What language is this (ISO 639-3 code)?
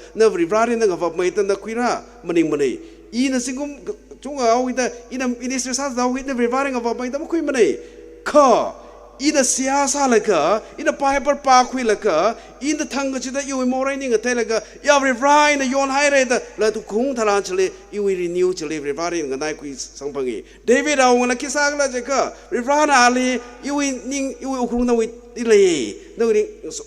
nmf